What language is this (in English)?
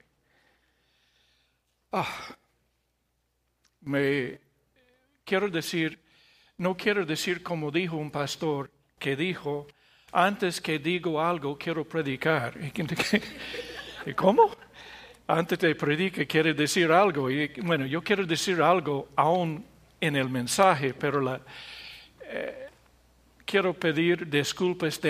Spanish